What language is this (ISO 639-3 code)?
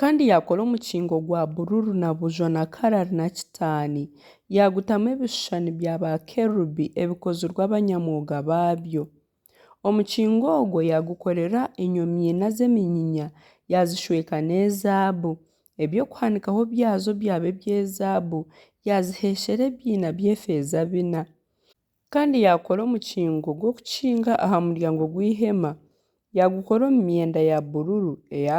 nyn